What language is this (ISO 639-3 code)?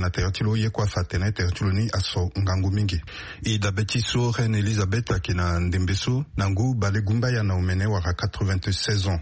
sag